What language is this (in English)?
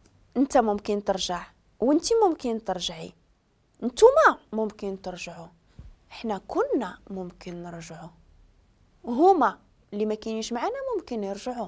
Moroccan Arabic